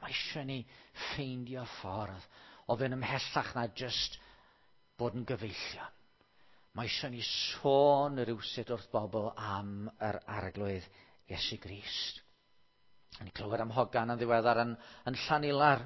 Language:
Welsh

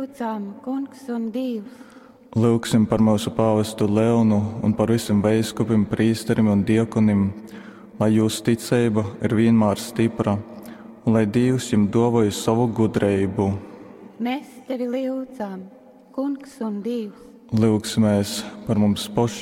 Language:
Latgalian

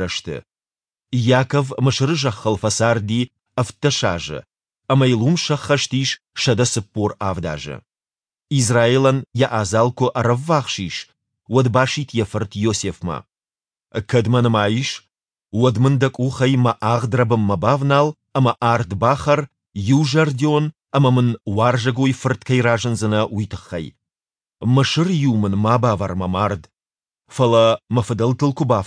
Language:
Ossetic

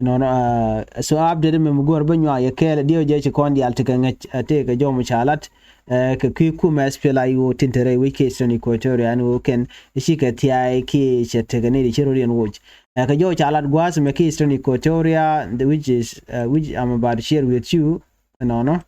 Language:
Nuer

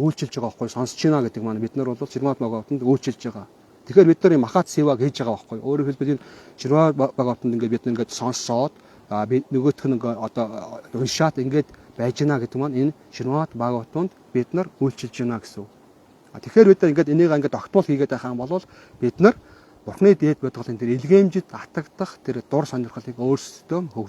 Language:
Mongolian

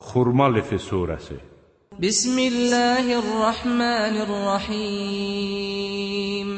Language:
Azerbaijani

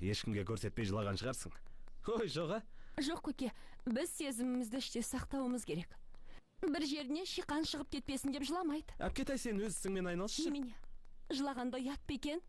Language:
Kazakh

